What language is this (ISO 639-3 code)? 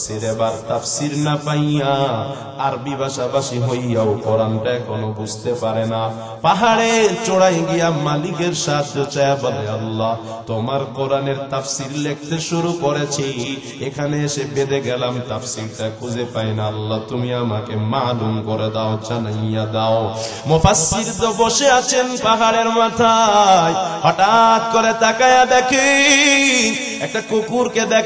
ben